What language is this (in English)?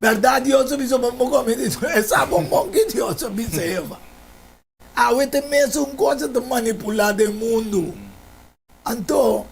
Papiamento